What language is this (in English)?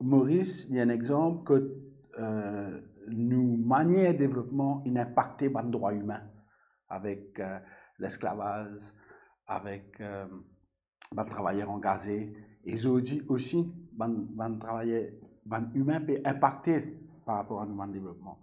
Morisyen